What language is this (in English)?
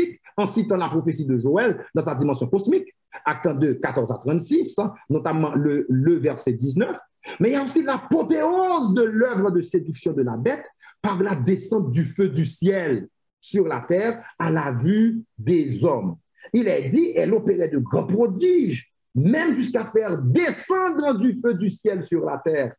French